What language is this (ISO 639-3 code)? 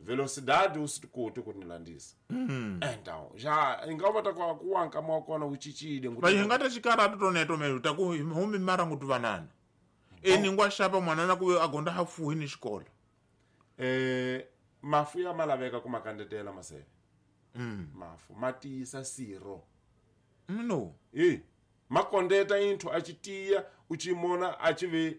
tso